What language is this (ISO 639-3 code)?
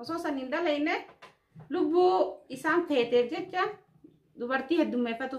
orm